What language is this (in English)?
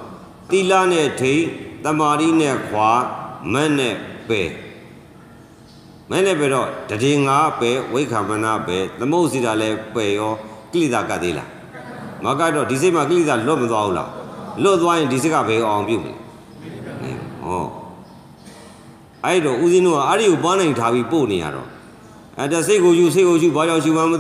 Burmese